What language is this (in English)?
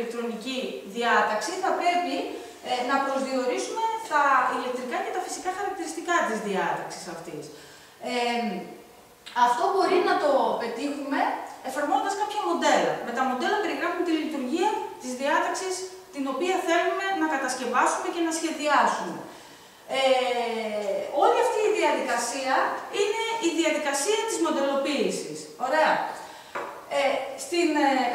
Greek